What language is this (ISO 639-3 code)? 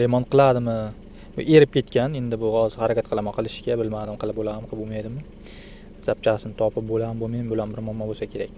uzb